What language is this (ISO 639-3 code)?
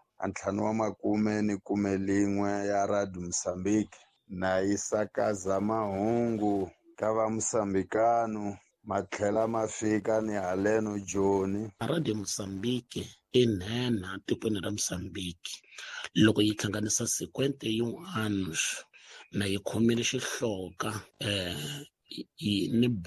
tso